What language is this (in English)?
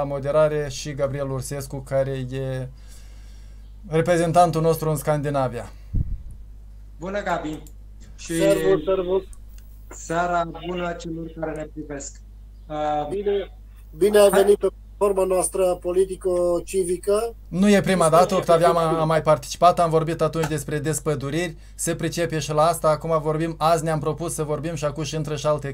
Romanian